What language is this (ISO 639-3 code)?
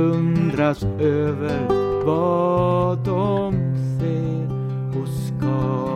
swe